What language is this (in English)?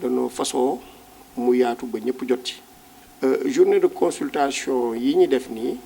Wolof